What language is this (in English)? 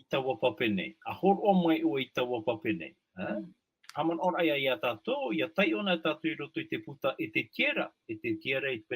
Tahitian